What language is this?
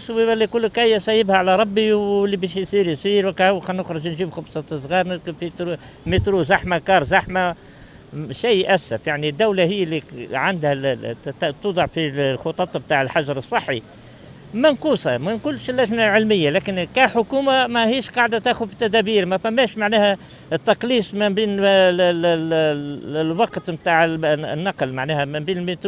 Tunisian Arabic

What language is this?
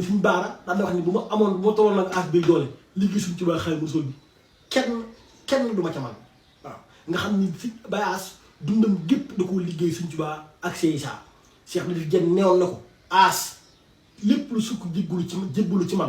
Wolof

